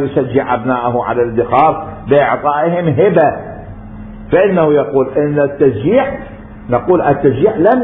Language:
Mesopotamian Arabic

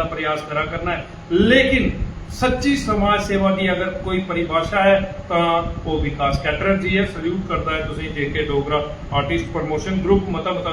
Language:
Dogri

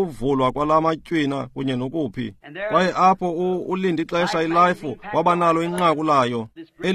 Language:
Xhosa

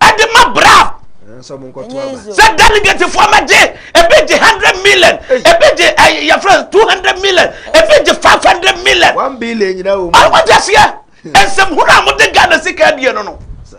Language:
Akan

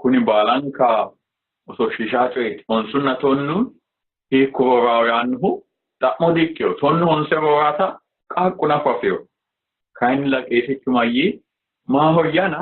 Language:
Sidamo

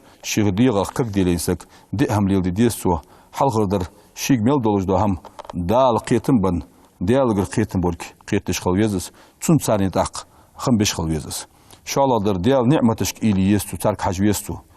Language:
Ingush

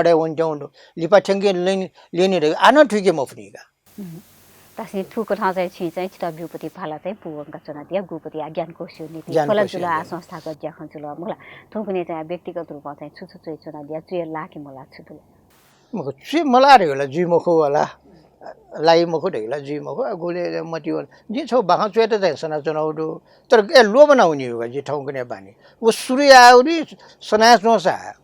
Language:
Newari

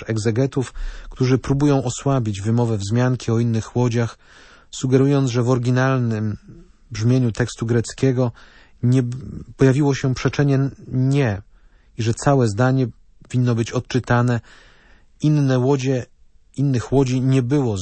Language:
Polish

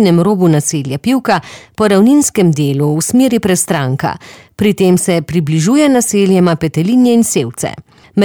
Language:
Slovenian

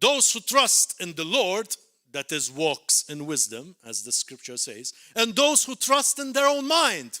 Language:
English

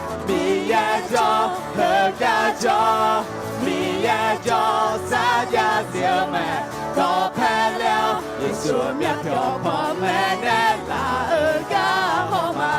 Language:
Akha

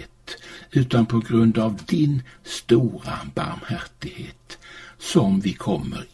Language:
Swedish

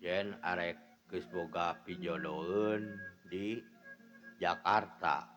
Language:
Sundanese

